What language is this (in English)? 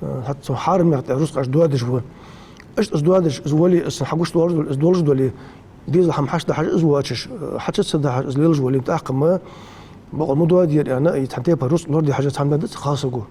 Ingush